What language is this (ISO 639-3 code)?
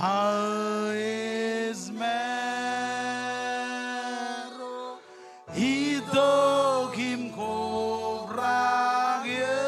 mah